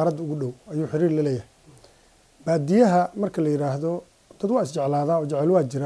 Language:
Somali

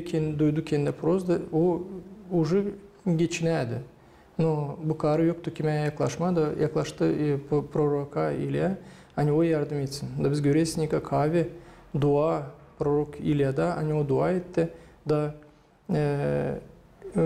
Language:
Gagauz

